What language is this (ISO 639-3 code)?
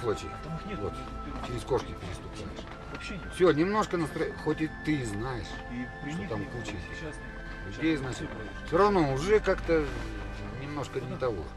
rus